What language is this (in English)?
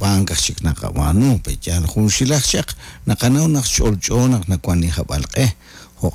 Kekchí